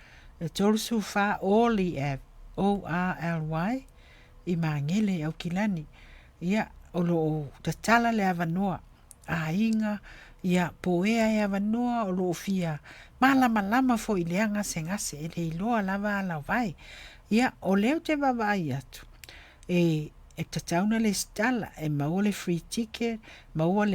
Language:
Samoan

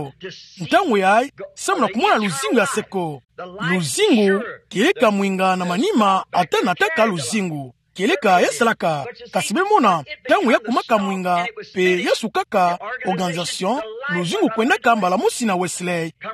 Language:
Kituba (Democratic Republic of Congo)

